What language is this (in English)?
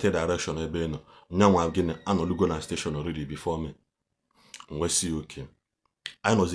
Igbo